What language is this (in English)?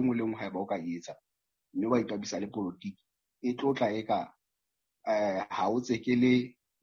Southern Sotho